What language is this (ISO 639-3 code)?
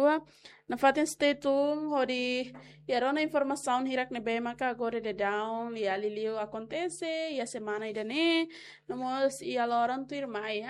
tet